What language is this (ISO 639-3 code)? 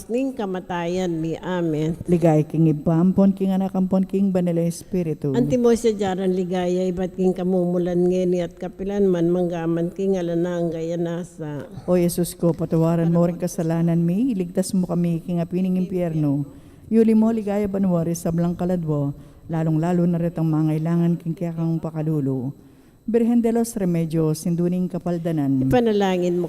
pam